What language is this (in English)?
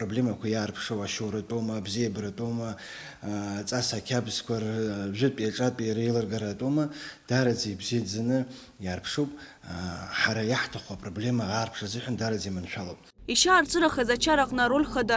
Abkhazian